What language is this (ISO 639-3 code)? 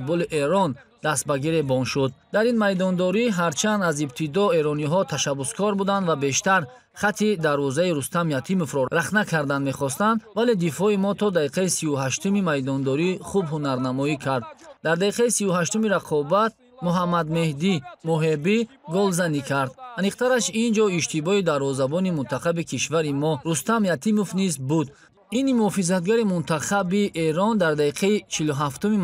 tgk